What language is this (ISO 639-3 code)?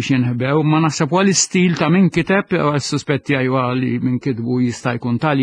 mlt